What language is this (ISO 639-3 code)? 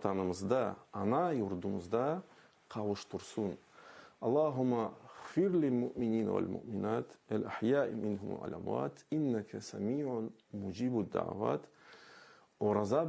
crh